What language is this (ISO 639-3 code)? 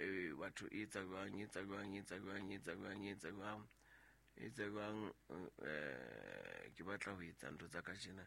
sot